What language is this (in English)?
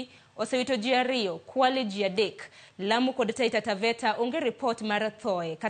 Luo (Kenya and Tanzania)